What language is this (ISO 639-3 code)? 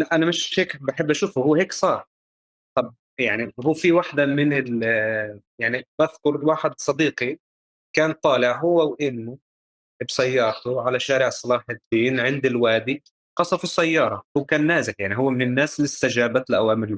apc